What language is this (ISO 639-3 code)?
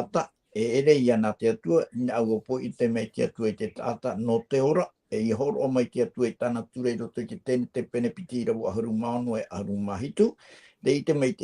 tah